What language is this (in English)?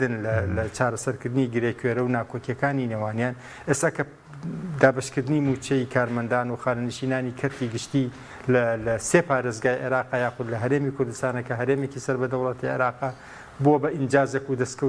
Central Kurdish